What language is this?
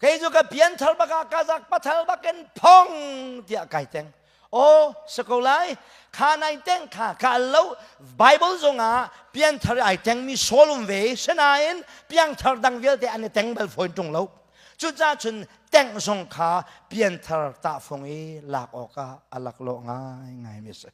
Hakha Chin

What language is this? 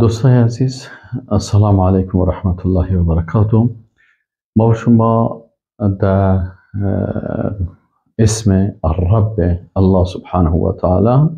Persian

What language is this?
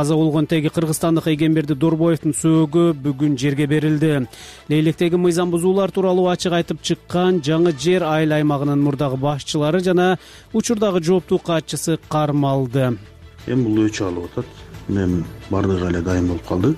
Kyrgyz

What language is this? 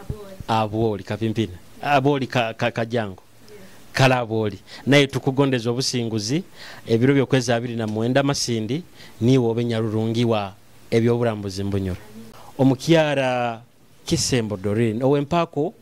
Nyoro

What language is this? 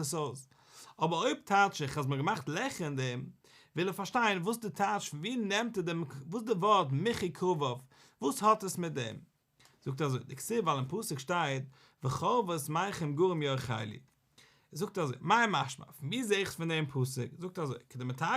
Yiddish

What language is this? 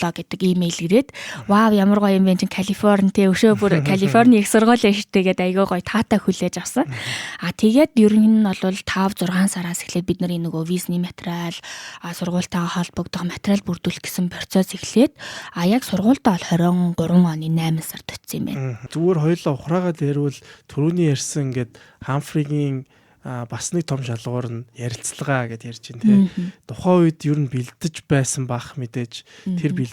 Mongolian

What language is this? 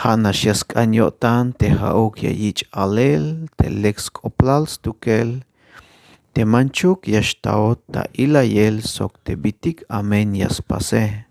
Tzeltal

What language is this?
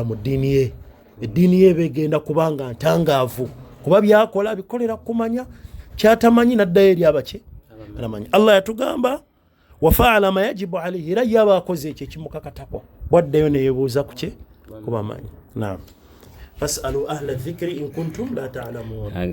Ganda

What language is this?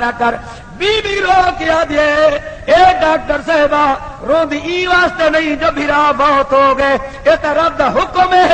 Saraiki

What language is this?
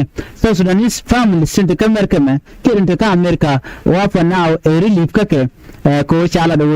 Nuer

